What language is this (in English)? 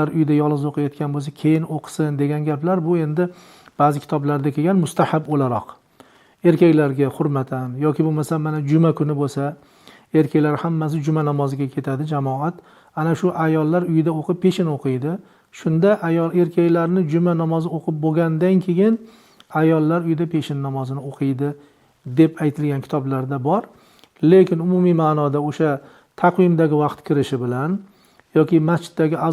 Uzbek